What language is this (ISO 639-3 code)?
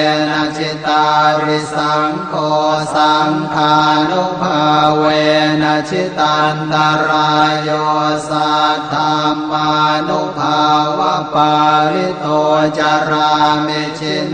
pli